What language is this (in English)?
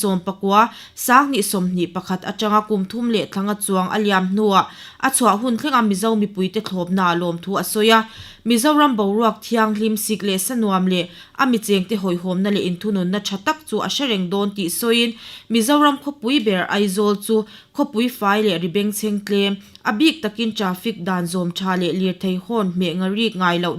Mizo